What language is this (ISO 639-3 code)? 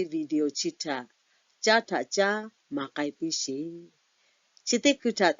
lhu